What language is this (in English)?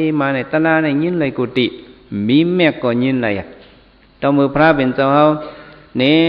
Shan